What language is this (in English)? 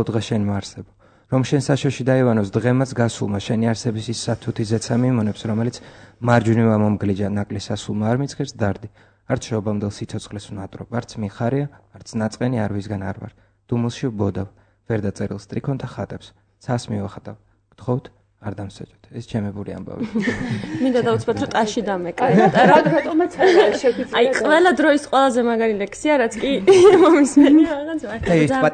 Georgian